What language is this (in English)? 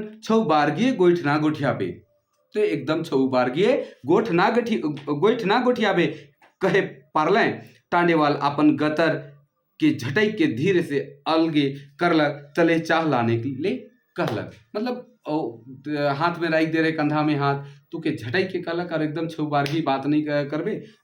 Sadri